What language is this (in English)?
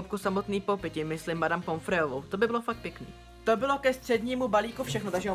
Czech